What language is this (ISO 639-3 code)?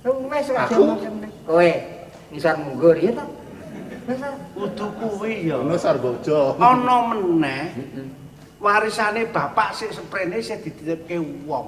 jav